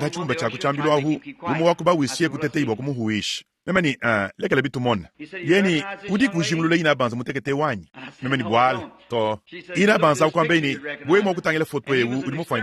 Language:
Luba-Lulua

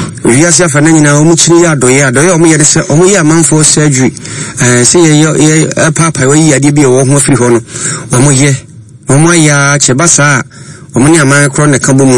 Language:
Akan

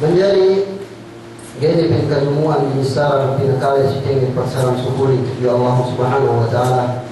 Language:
Yakan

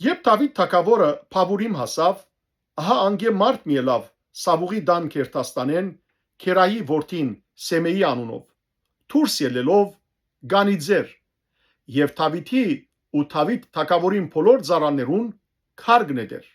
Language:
Western Armenian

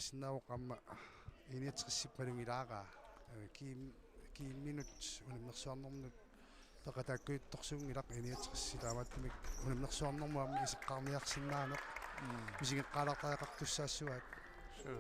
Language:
Kalaallisut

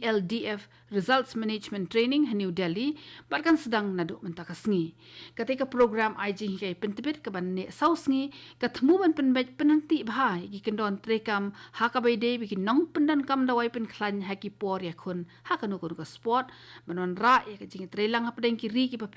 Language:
Khasi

